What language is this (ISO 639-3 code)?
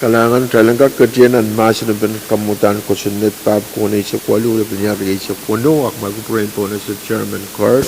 pon